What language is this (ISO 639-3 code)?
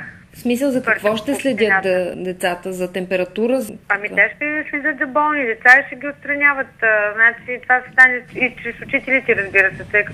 bul